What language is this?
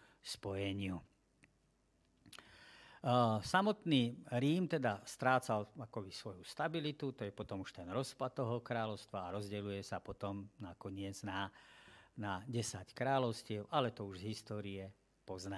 Slovak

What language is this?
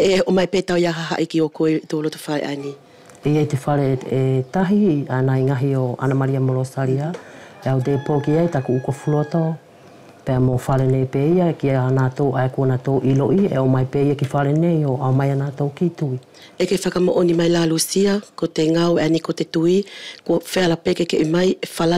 Wallisian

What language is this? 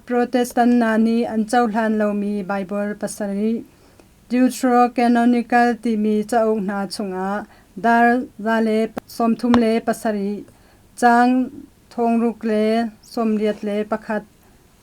Hakha Chin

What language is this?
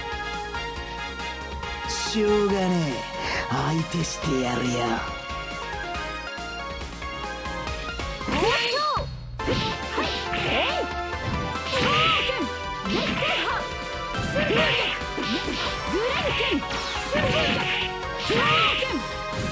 Japanese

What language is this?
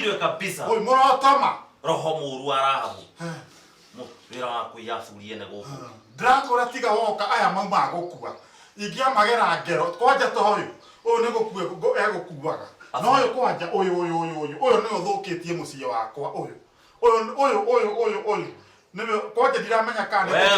Kikuyu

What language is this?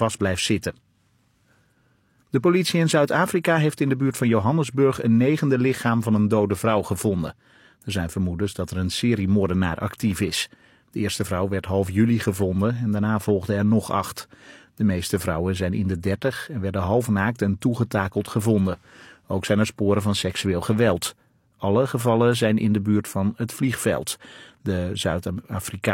Dutch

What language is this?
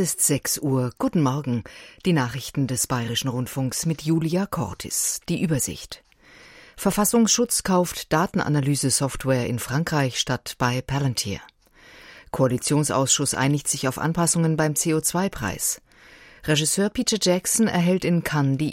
German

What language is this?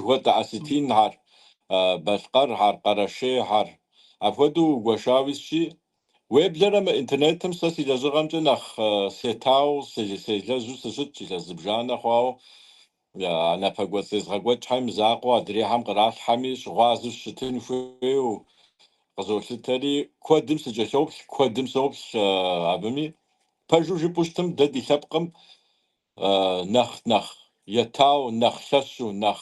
Kabardian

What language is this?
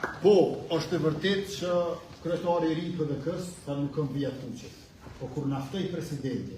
Albanian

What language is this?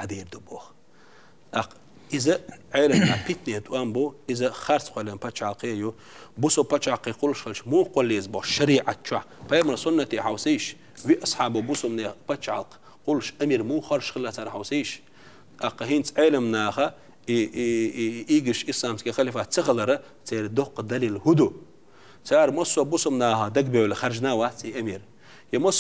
Chechen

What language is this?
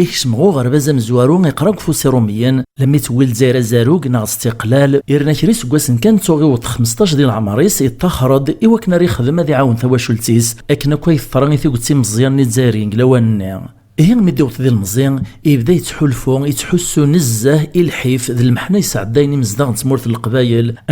Kabyle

